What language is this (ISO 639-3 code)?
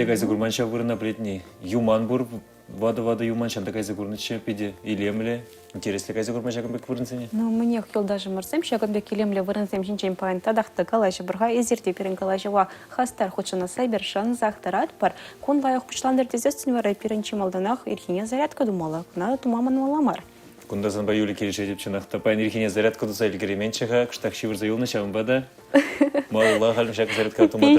chv